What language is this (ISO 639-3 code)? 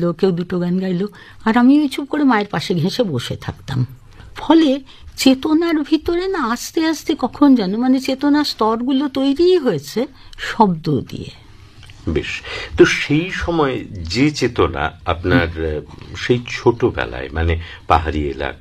ben